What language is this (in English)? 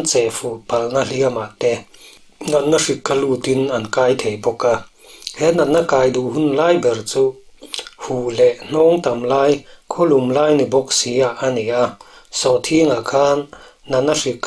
Mizo